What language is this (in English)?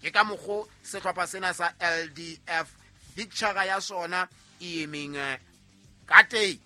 Southern Sotho